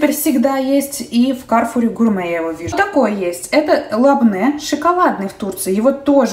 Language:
Russian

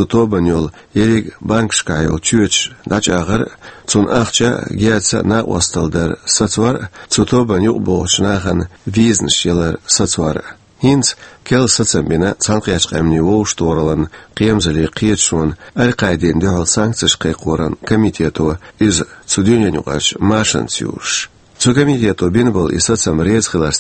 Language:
Chechen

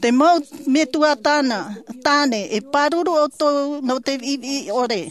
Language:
Tahitian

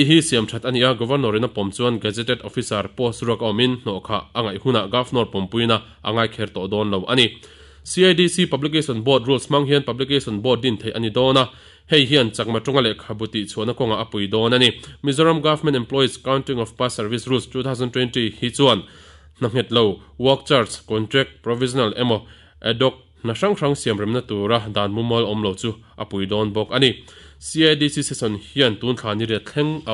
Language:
Mizo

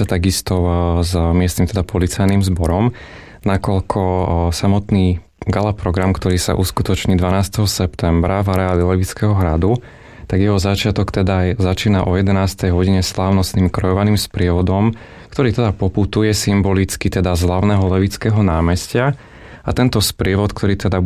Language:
Slovak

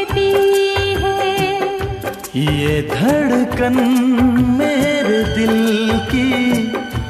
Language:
Hindi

